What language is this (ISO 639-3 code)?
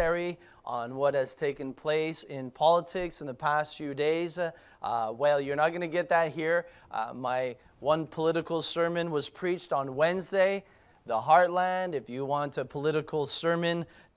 eng